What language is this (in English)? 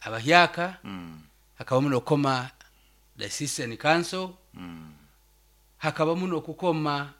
Nyoro